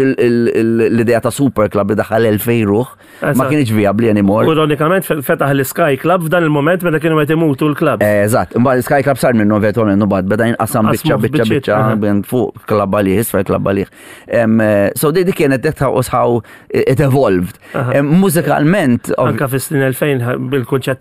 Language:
Maltese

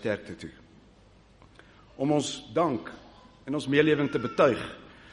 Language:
Afrikaans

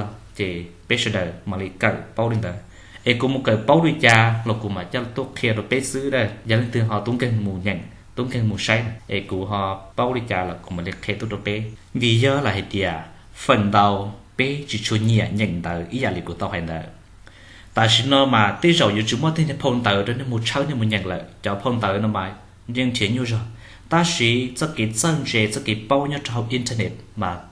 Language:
Hmong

